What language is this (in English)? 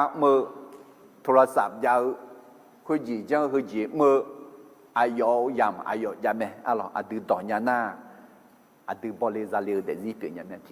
Akha